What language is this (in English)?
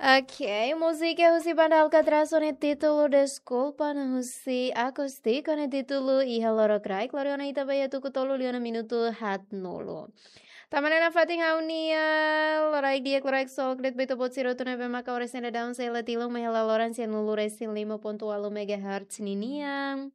Tetum